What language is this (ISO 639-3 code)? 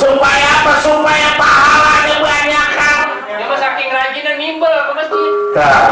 bew